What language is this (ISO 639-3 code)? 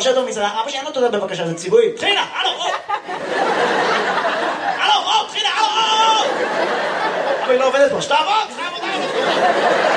heb